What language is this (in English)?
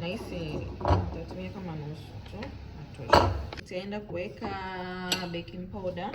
Swahili